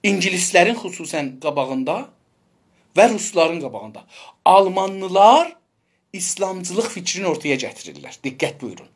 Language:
South Azerbaijani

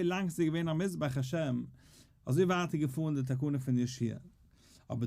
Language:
Yiddish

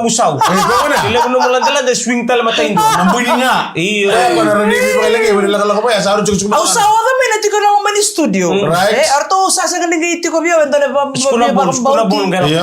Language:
Fijian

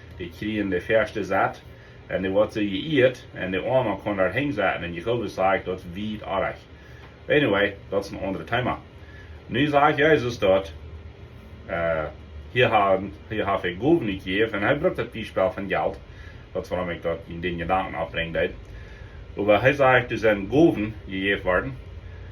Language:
Plautdietsch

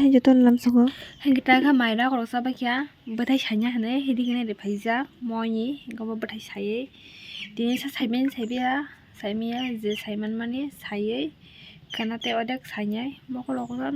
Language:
Kok Borok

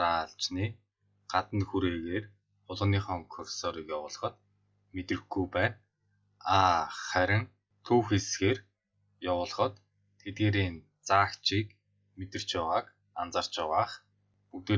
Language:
Mongolian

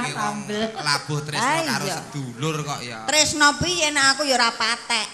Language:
Javanese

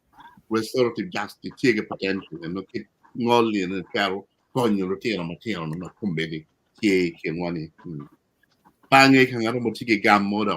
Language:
Acoli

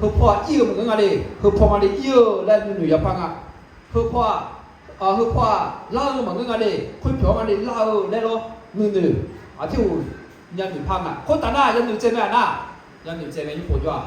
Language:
Akha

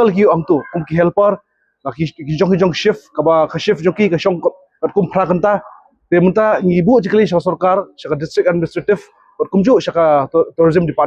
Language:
Khasi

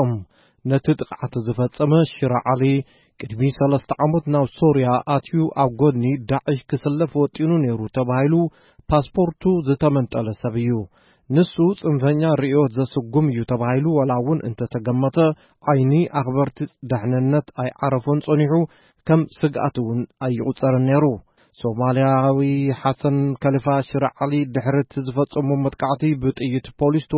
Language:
Tigrinya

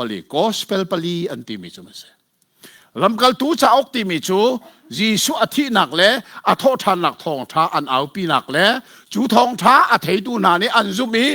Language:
Hakha Chin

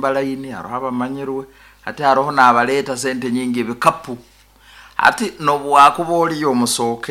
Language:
Nyoro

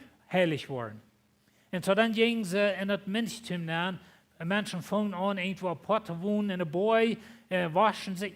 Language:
Plautdietsch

